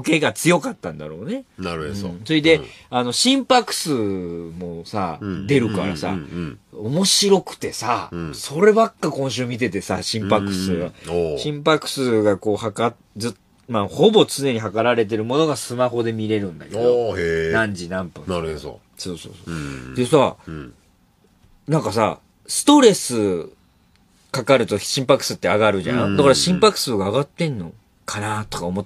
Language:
Japanese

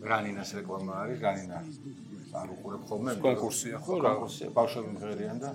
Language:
Georgian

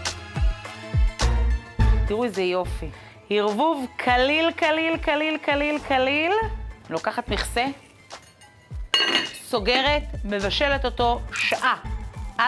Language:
Hebrew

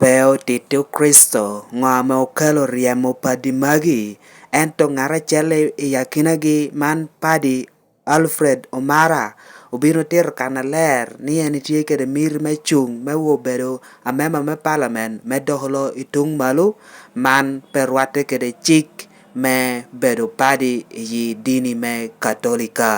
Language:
Lango (Uganda)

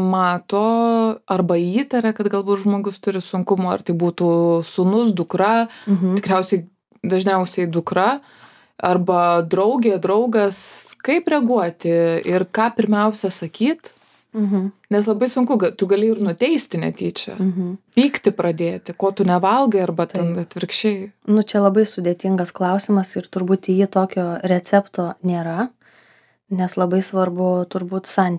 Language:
Lithuanian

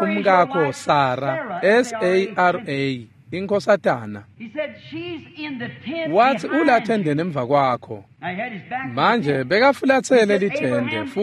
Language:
Swati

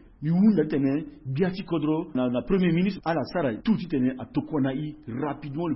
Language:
Sango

